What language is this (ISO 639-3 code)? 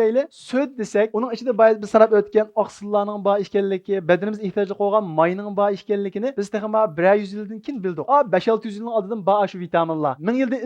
uig